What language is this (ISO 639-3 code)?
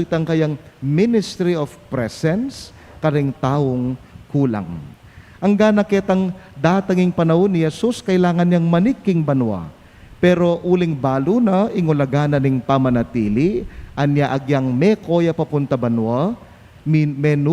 pam